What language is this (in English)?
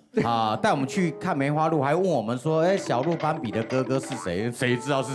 Chinese